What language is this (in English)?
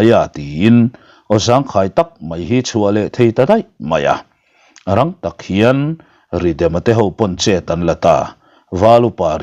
Mizo